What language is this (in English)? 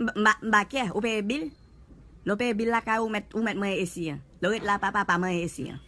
Haitian Creole